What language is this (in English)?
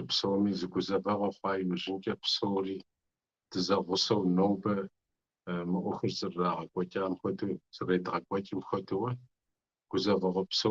Kabardian